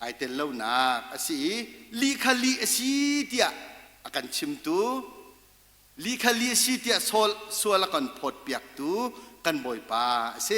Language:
Hakha Chin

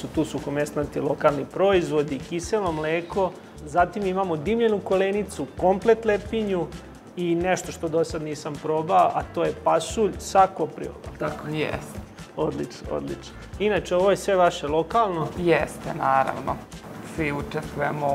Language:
Serbian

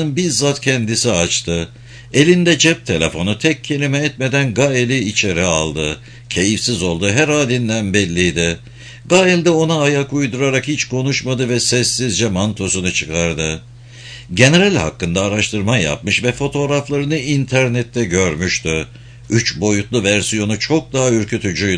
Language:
Turkish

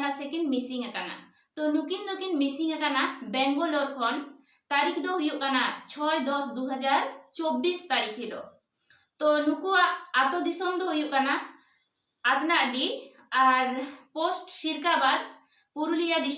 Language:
Santali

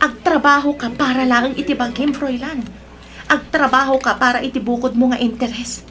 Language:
Iloko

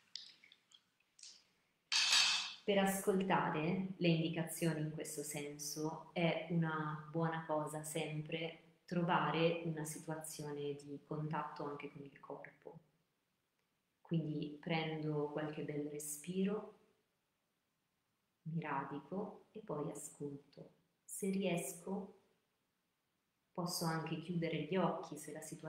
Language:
Italian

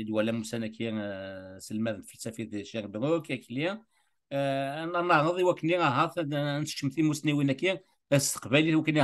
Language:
Kabyle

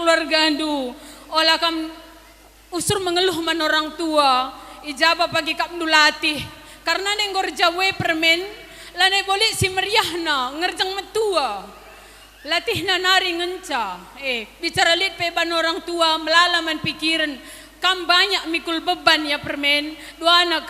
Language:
Batak Karo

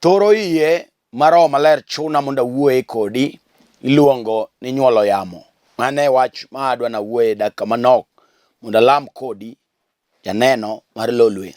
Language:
Luo (Kenya and Tanzania)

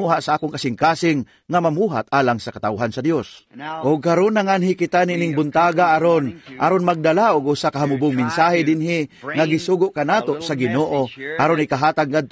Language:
Cebuano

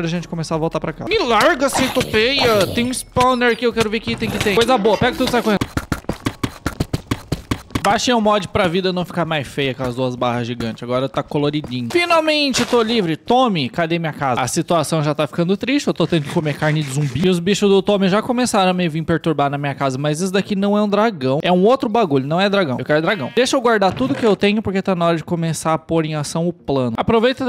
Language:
Portuguese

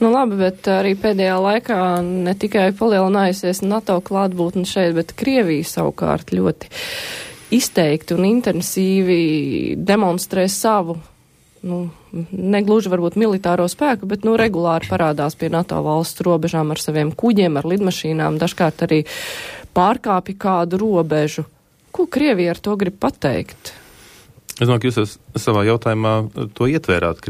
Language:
Latvian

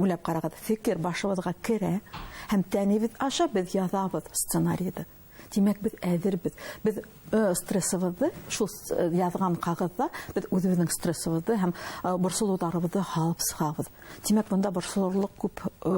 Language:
Bashkir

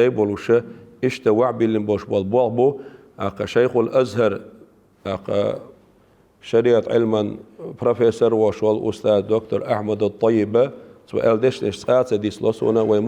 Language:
Chechen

